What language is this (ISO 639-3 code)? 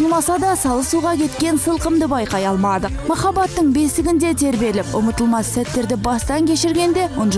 kaz